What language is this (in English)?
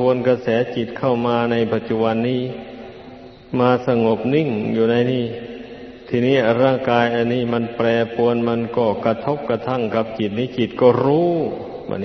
Thai